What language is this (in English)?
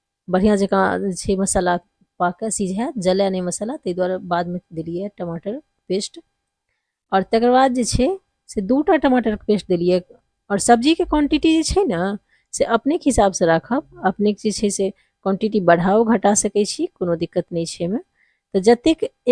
Maithili